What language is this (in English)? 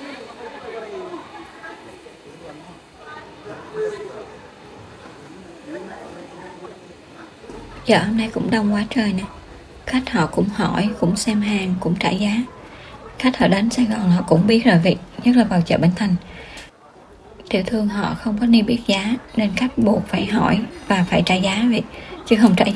Vietnamese